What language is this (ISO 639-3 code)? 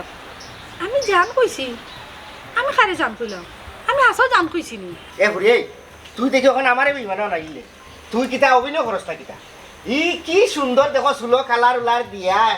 syl